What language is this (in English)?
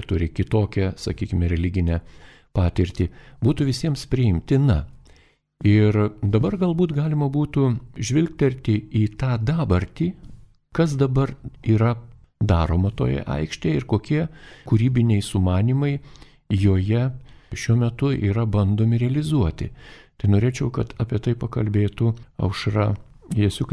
Lithuanian